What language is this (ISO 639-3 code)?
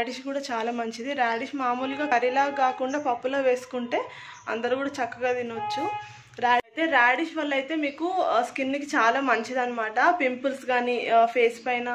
tel